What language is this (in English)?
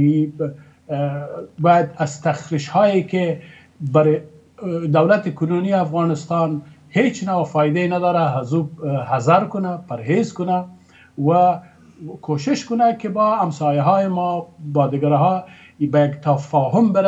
Persian